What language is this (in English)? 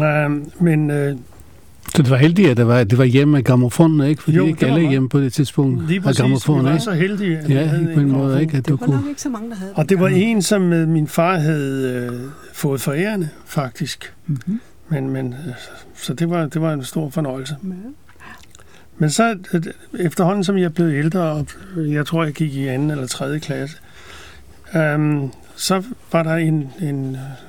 Danish